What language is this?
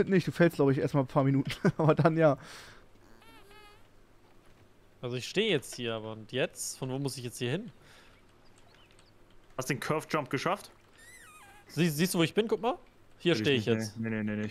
German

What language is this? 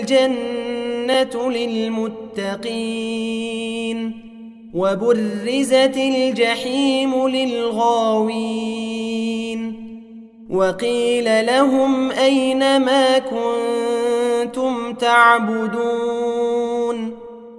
Arabic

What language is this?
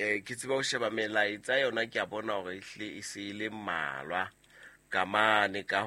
Southern Sotho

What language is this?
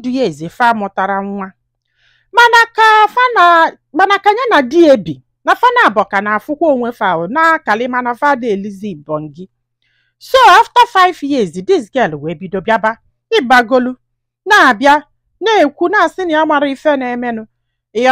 Igbo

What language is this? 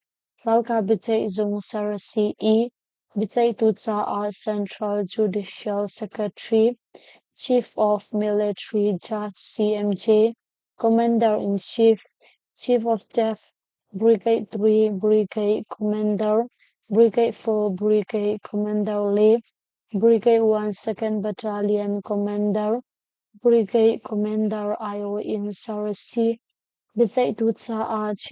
Hakha Chin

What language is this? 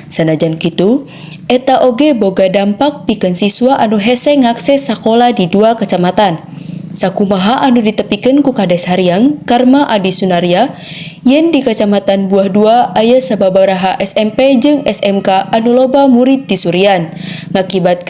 Sundanese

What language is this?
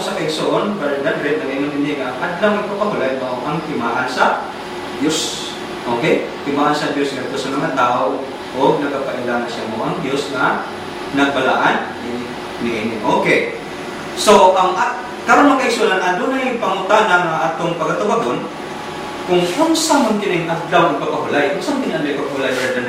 Cebuano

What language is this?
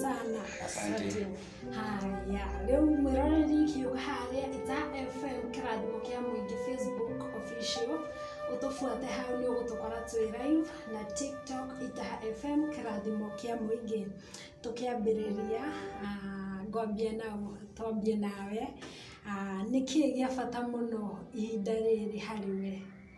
Kikuyu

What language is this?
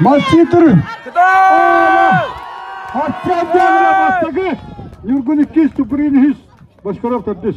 Yakut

